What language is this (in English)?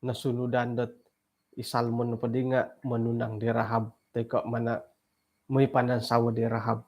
Central Dusun